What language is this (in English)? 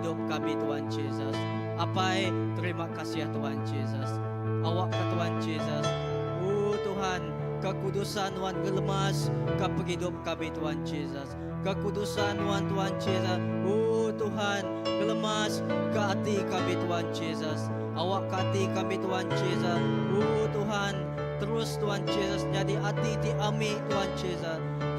Iban